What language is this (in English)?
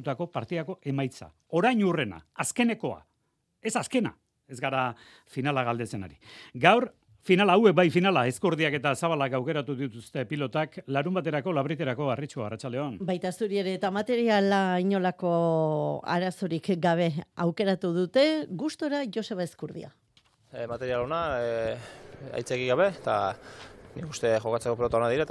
Basque